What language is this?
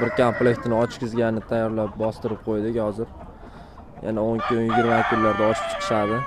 Uzbek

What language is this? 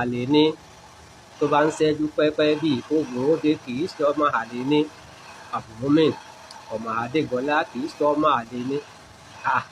Yoruba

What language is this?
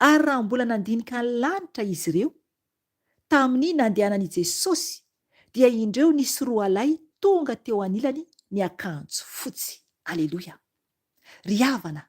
Malagasy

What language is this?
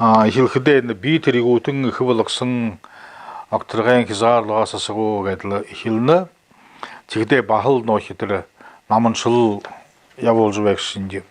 Buriat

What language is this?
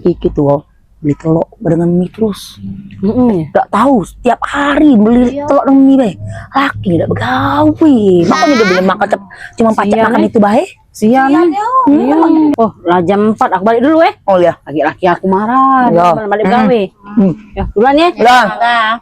Musi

